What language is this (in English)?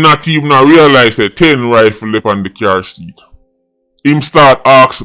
Jamaican Creole English